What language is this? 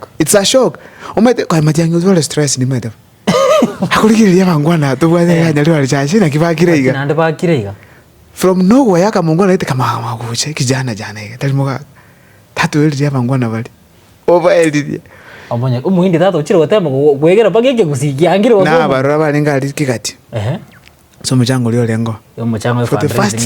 Gusii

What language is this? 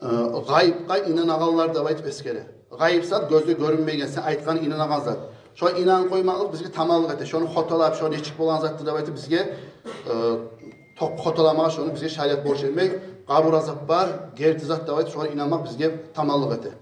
Kumyk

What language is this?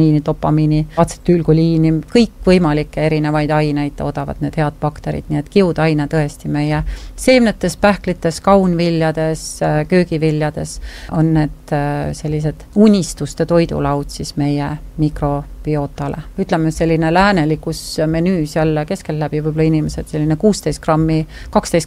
Estonian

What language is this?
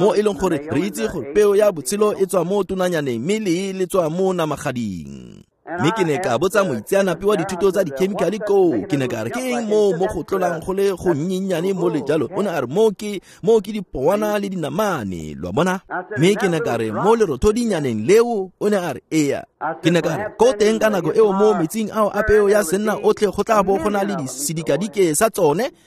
Tswana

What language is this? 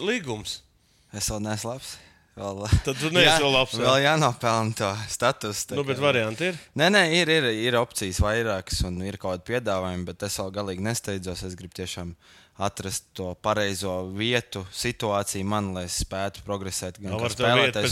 Latvian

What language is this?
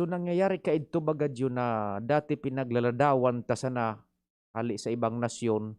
Bikol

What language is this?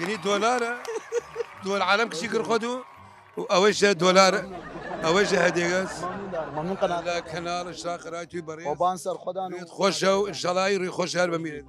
Southern Kurdish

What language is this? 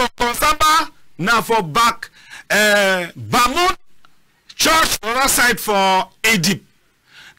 Cameroon Pidgin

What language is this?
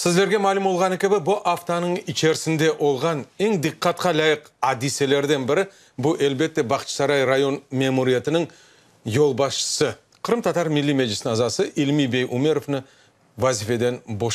Crimean Tatar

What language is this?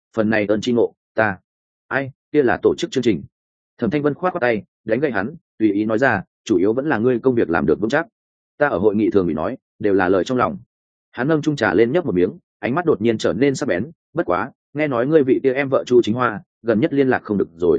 Vietnamese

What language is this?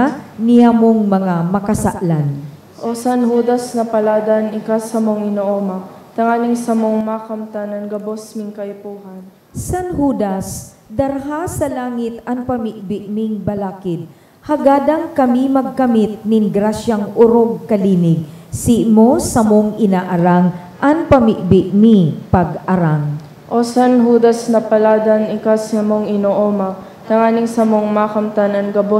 Bikol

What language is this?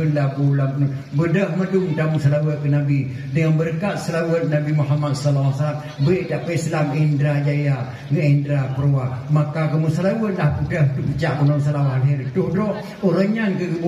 Achinese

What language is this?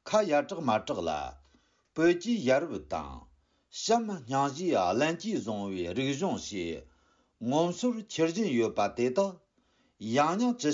Tibetan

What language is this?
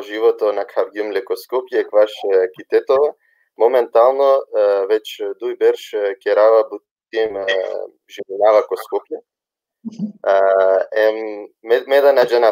Balkan Romani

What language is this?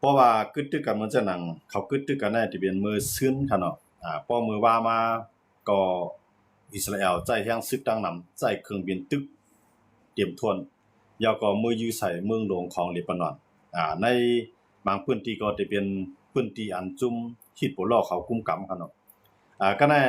Shan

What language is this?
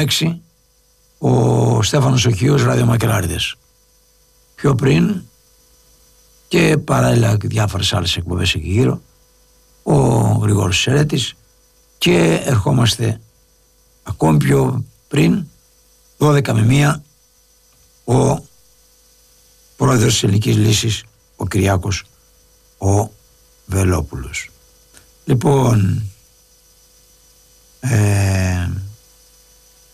Greek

